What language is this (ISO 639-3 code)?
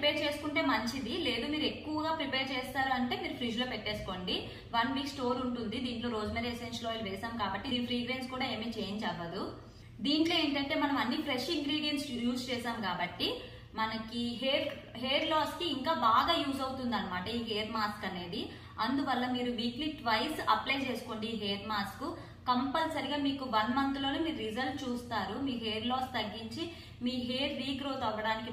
tel